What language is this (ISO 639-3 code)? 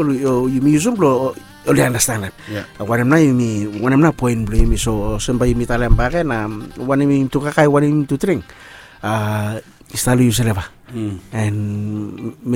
bis